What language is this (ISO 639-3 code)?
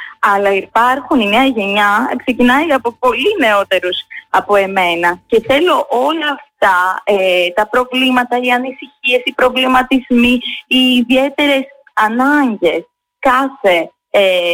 ell